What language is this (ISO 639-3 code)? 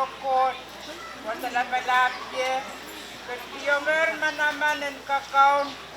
pon